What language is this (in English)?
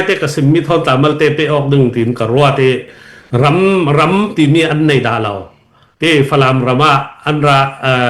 Falam Chin